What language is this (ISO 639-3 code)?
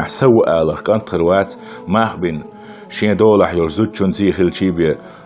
che